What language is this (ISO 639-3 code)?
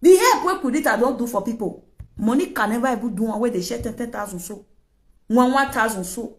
pcm